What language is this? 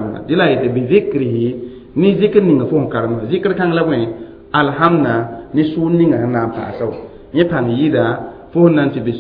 Mossi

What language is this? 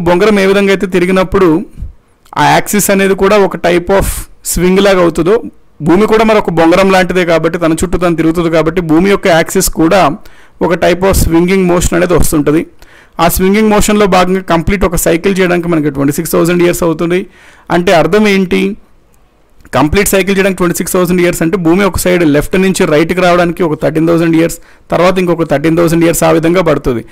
Telugu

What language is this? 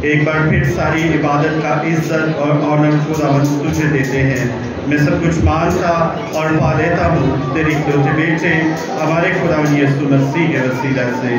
Urdu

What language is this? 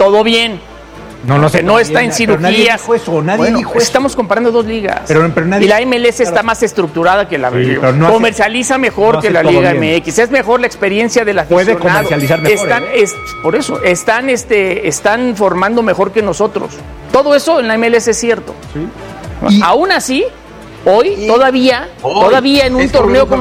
Spanish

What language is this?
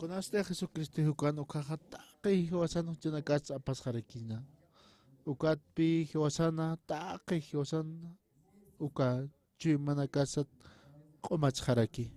Aymara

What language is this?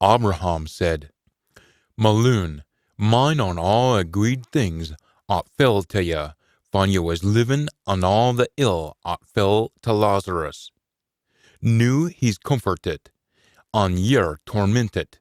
Scots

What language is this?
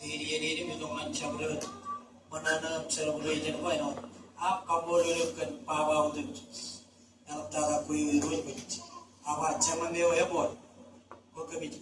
Marshallese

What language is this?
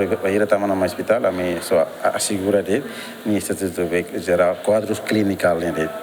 Tetum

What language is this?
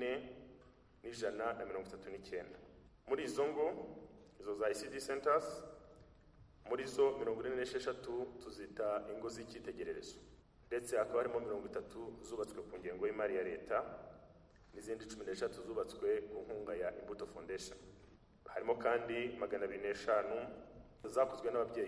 Kinyarwanda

